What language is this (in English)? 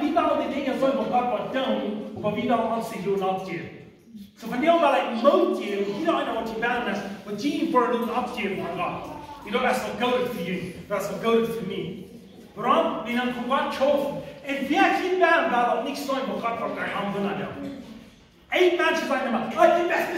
Plautdietsch